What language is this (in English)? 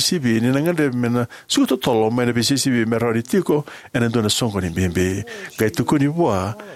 Fijian